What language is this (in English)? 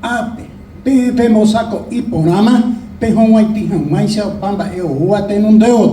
Guarani